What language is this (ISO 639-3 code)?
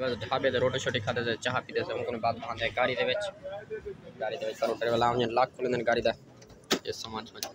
skr